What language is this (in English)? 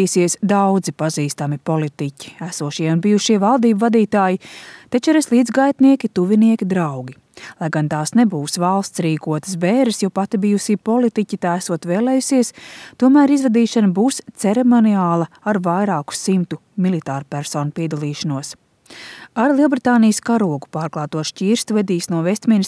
Latvian